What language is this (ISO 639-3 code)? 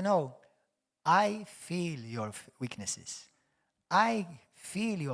eng